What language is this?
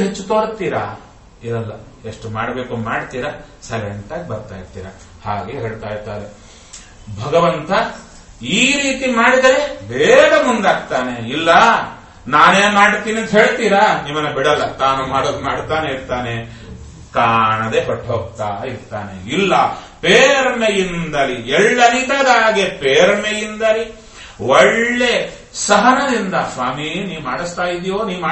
Kannada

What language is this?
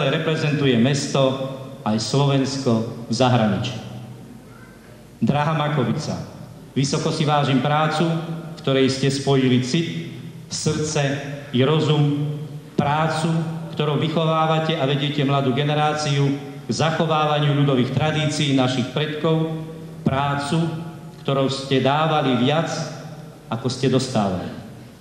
Slovak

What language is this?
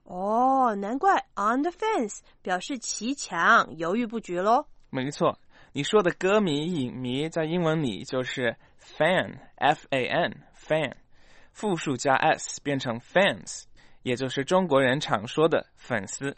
Chinese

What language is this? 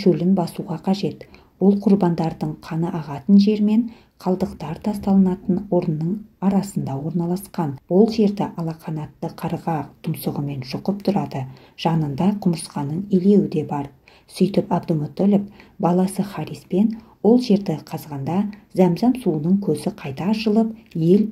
Kazakh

